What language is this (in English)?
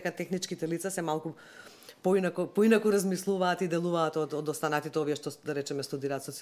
Macedonian